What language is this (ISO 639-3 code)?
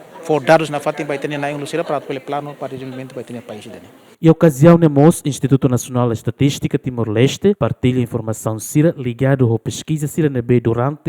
tet